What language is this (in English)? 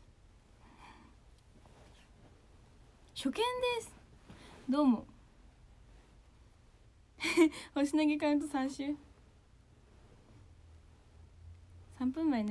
Japanese